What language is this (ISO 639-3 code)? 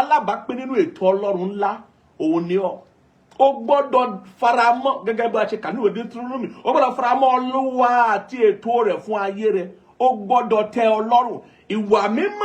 yor